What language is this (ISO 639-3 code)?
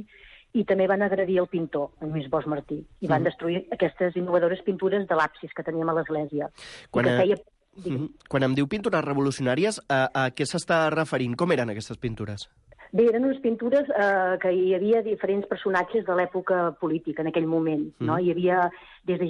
cat